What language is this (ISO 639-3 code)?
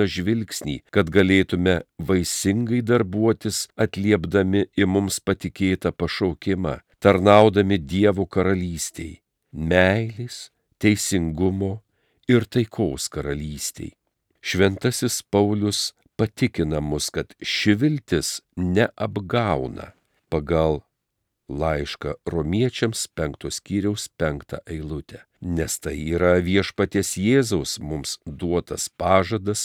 lit